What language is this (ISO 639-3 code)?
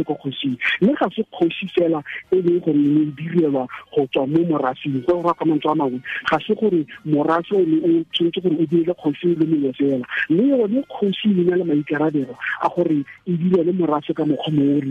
tsn